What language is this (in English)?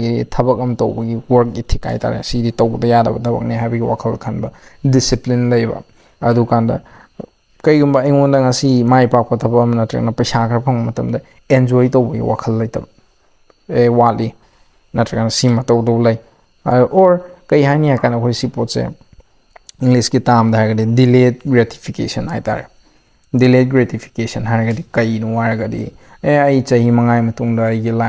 Manipuri